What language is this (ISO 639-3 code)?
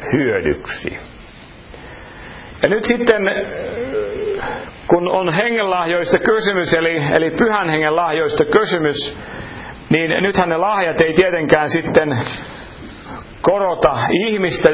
fin